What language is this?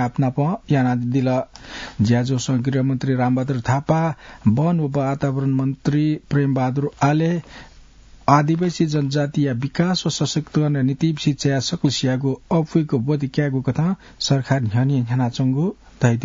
Newari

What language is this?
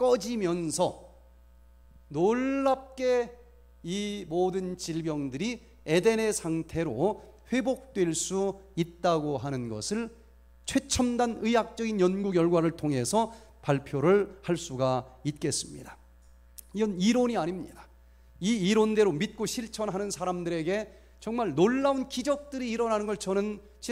Korean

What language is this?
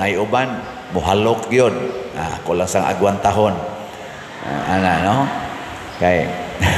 Cebuano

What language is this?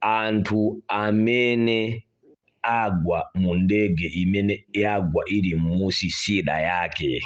Nyanja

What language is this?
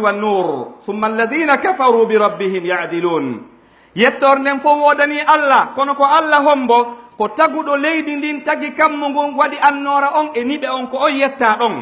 Pular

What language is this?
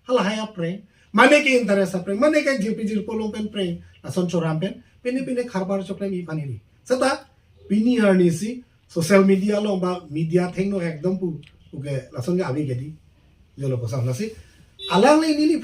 Karbi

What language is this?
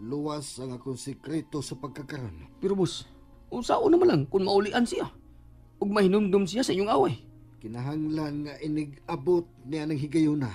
Cebuano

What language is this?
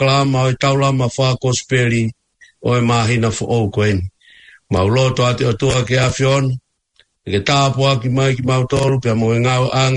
Tongan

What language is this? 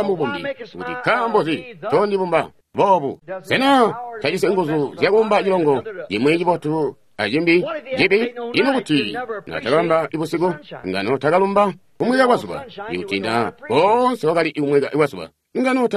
Tonga (Zambia)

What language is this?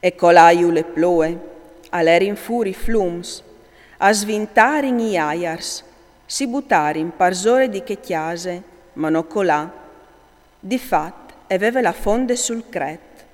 Friulian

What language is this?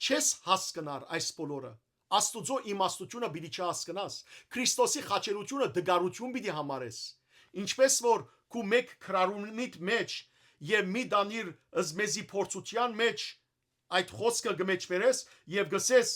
Western Armenian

